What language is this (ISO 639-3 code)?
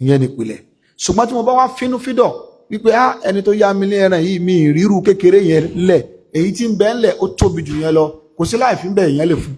yor